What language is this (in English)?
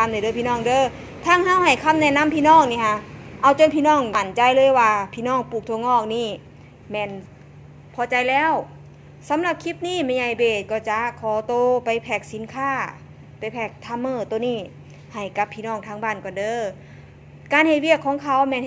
Northeastern Thai